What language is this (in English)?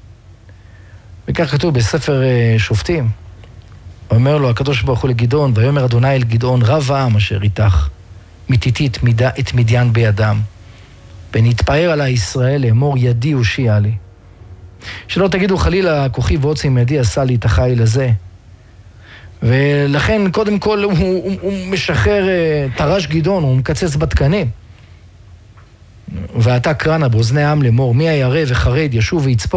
Hebrew